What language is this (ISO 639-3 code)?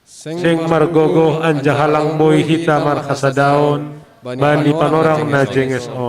bts